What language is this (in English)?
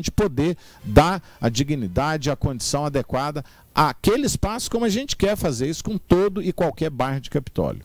Portuguese